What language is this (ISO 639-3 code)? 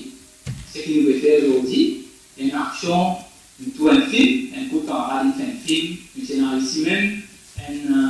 mfe